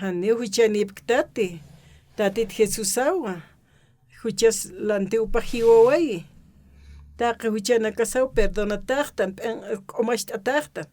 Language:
Aymara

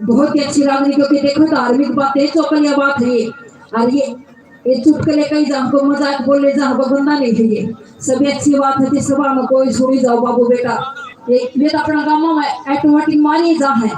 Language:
Haryanvi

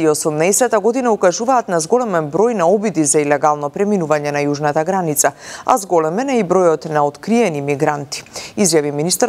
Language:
Macedonian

